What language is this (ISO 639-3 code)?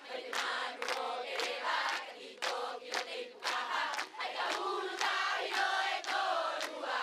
rap